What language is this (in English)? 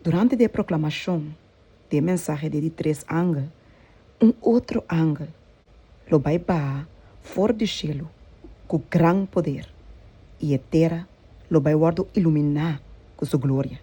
Papiamento